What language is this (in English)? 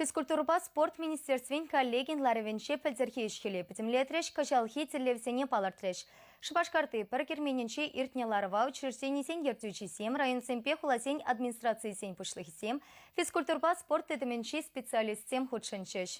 Chuvash